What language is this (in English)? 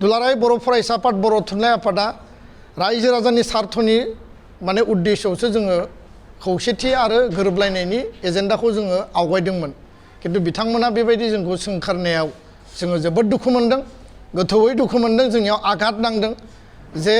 Bodo